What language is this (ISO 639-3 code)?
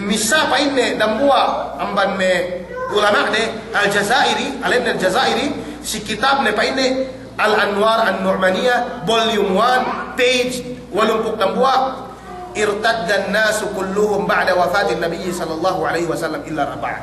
yka